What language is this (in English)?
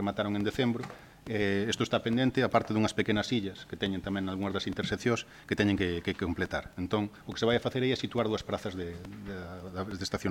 Galician